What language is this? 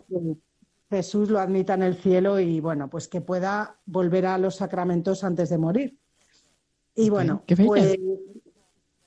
Spanish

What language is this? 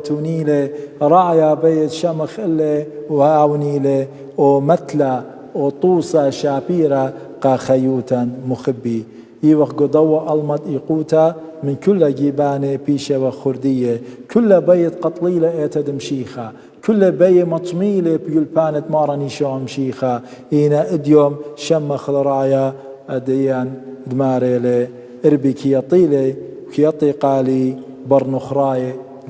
Assyrian Neo-Aramaic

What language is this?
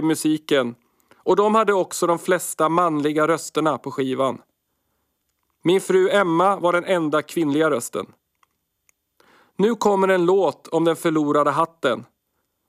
Swedish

